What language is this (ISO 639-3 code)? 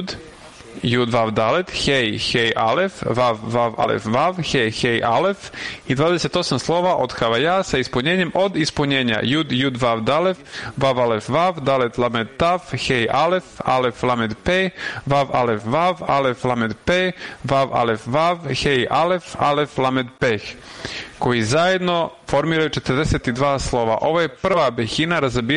srp